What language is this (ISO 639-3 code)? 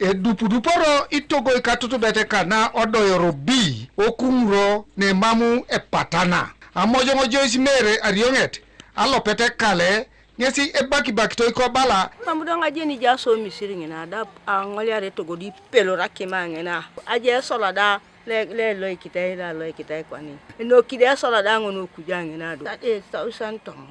teo